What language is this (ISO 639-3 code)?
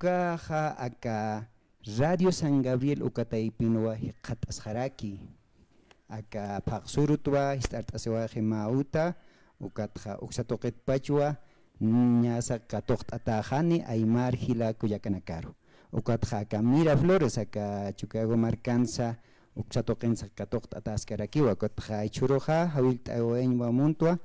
aym